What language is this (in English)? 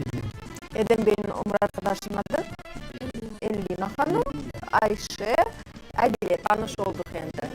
Crimean Tatar